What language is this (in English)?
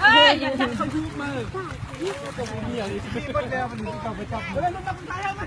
Lao